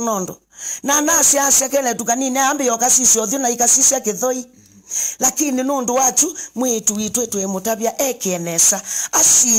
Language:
Kamba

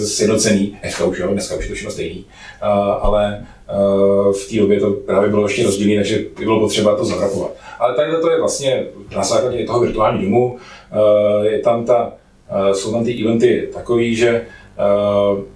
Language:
Czech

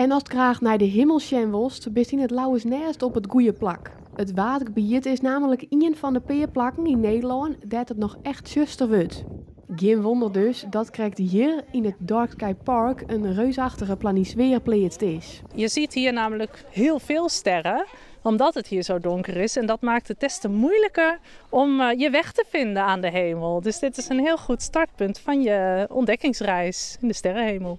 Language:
Western Frisian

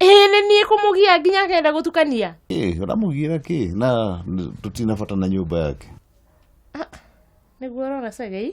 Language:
Kikuyu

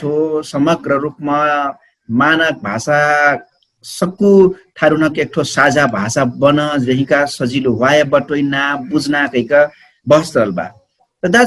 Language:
Dangaura Tharu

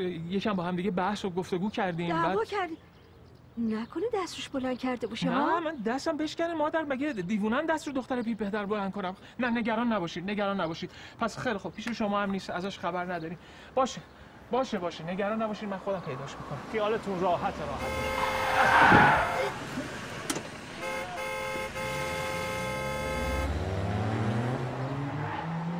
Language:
Persian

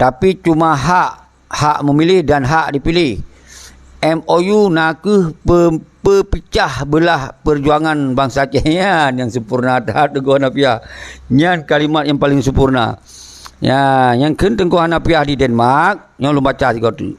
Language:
Achinese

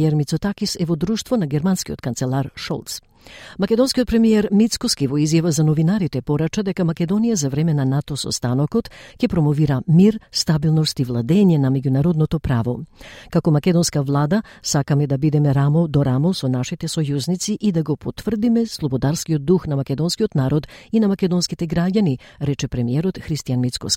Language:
Macedonian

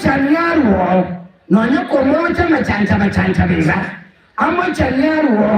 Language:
Gusii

